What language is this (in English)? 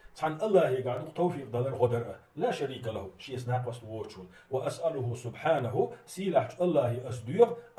Chechen